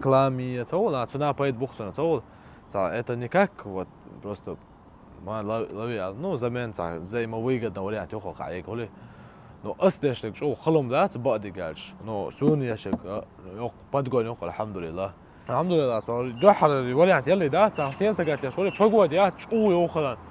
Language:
Chechen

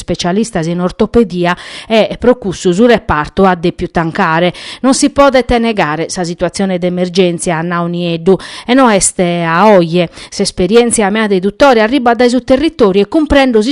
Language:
Sardinian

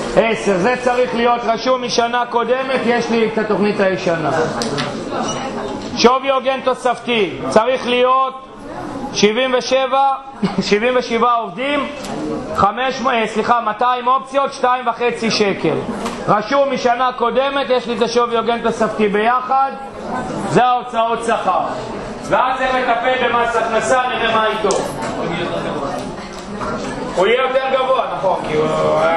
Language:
Hebrew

